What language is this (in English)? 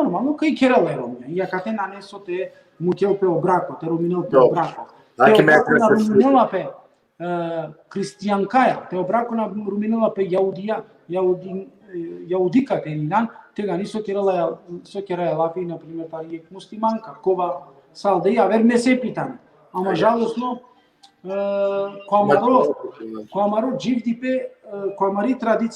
Balkan Romani